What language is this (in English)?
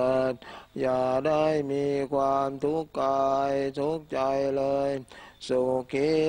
Thai